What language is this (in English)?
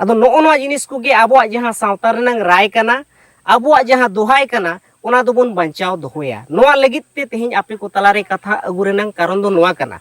Santali